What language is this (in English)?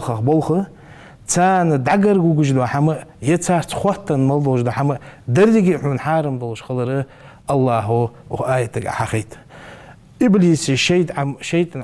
Ingush